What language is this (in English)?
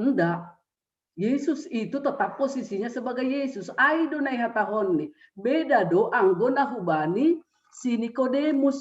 Batak Simalungun